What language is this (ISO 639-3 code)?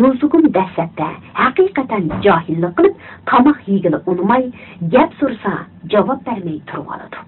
uig